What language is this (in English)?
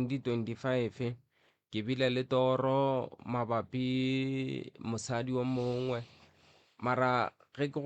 Northern Sotho